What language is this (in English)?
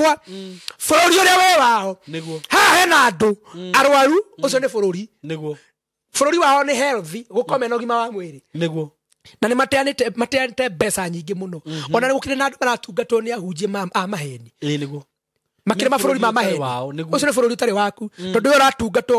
Kikuyu